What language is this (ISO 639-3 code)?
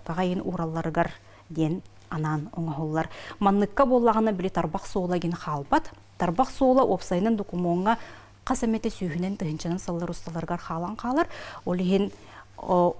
sah